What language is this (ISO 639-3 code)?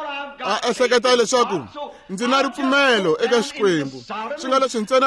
tso